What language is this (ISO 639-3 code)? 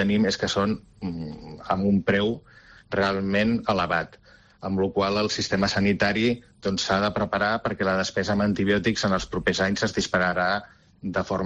cat